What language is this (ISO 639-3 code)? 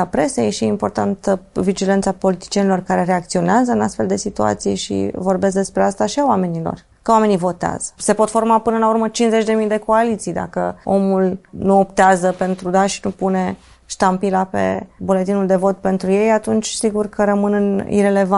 ron